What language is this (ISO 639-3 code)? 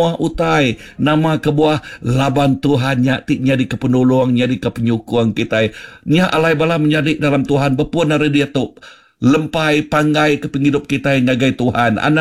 iba